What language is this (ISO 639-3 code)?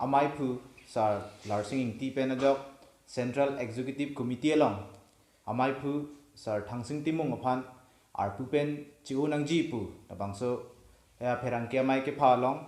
mjw